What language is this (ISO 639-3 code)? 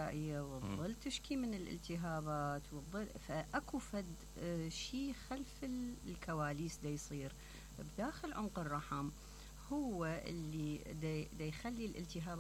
acm